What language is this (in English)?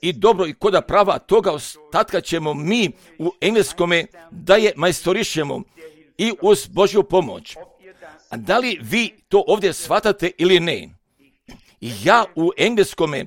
Croatian